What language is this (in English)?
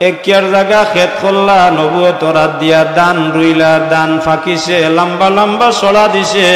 Sylheti